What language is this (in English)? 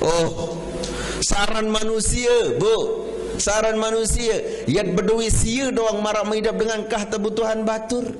Sasak